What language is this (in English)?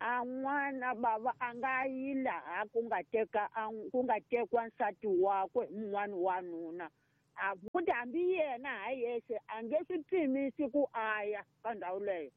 Tsonga